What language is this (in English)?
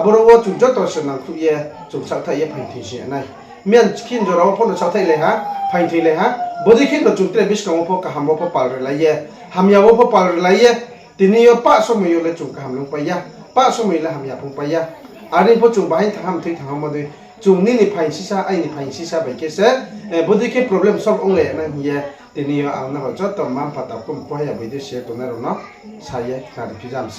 Riang (India)